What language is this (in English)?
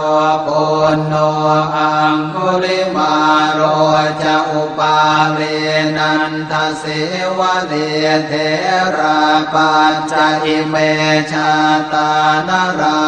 Pali